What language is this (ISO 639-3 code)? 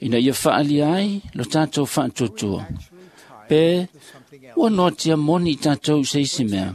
smo